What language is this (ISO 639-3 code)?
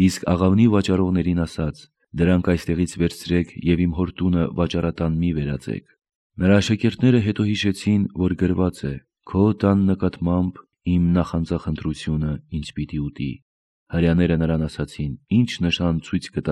hye